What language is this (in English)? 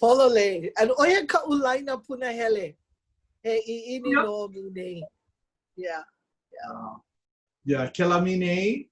Hawaiian